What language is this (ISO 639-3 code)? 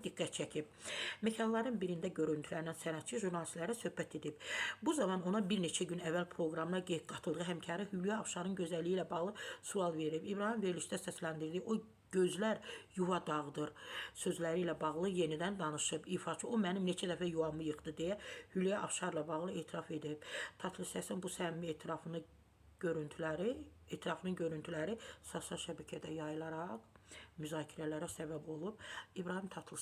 aze